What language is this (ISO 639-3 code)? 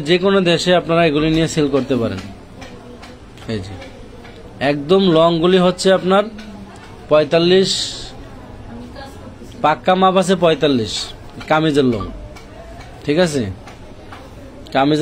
ben